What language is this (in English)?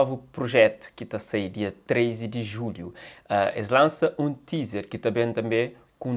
Kabuverdianu